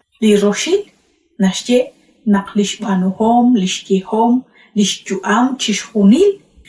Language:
Kekchí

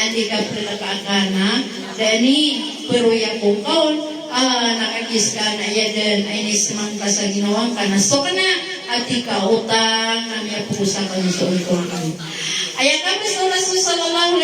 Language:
Maranao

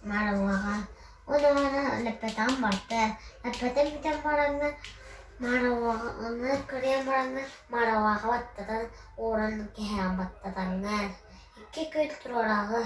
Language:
Yakut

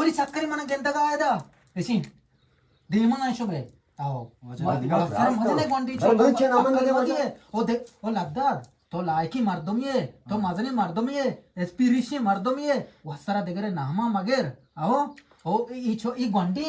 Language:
Eastern Balochi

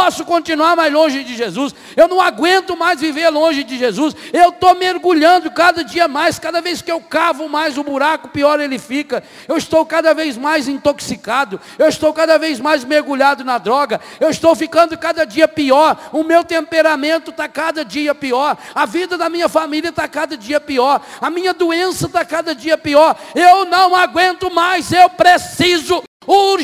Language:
Portuguese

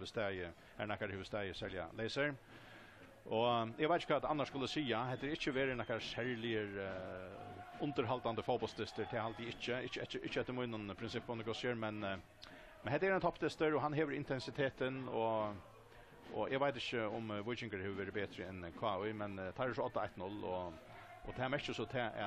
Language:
Faroese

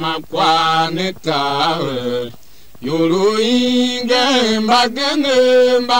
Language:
Tiv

